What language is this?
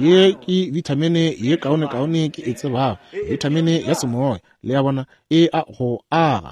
Northern Sotho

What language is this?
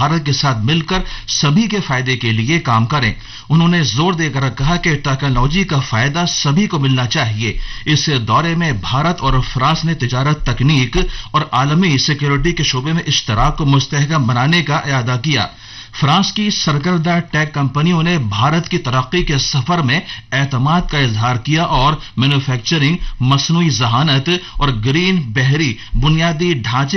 Urdu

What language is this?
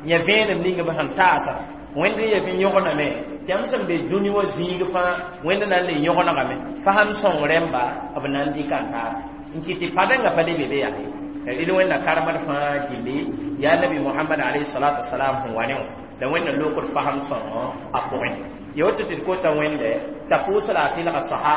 Mossi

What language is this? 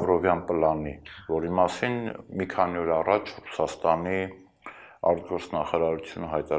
Armenian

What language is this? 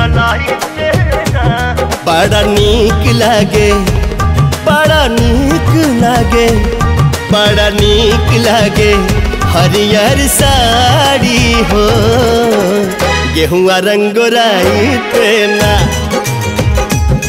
Bhojpuri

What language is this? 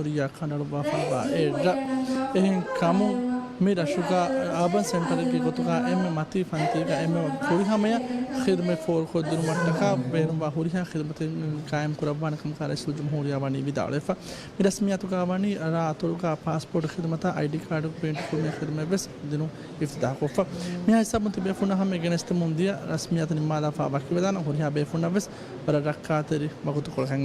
Divehi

